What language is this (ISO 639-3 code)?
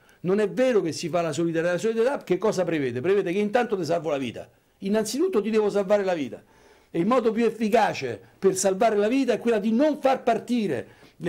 ita